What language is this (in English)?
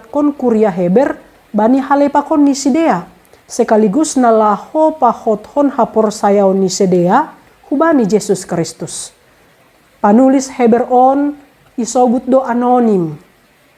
Batak Simalungun